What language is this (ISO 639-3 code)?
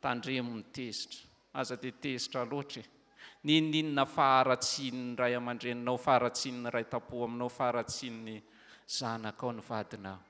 mlg